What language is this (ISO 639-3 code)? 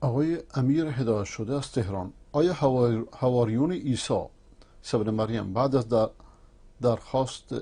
fas